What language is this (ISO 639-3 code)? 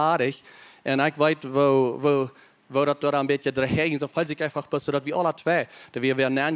pdt